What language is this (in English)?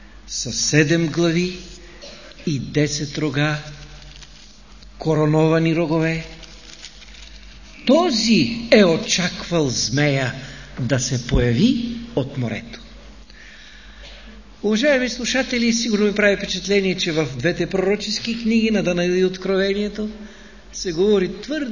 Bulgarian